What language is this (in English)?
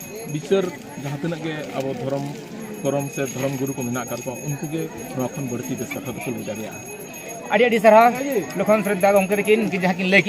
Santali